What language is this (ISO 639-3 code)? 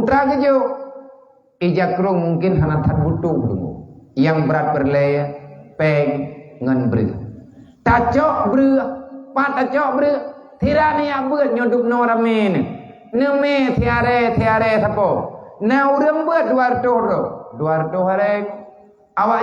ace